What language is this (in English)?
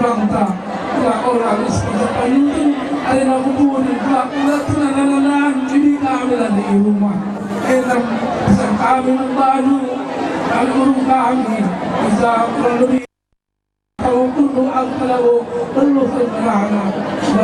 Batak Karo